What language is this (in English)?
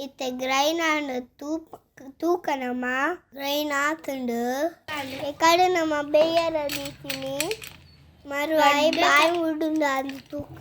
Tulu